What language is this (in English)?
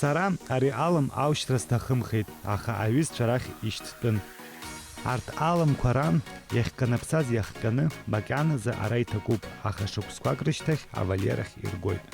Abkhazian